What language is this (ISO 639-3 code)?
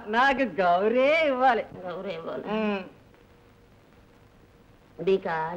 tel